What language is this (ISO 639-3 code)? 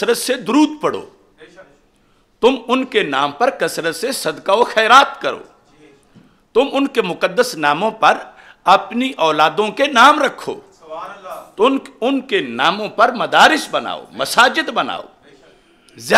urd